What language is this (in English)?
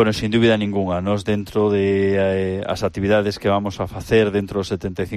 Galician